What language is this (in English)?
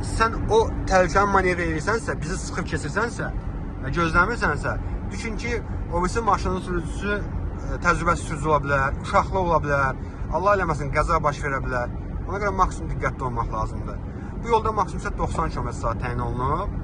Azerbaijani